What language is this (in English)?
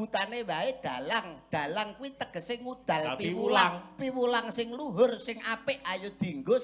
Javanese